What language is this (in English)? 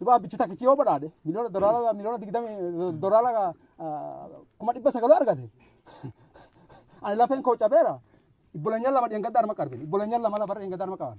Oromo